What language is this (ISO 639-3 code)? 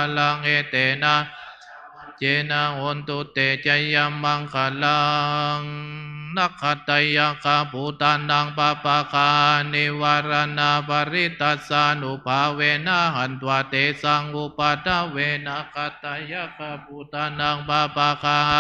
pli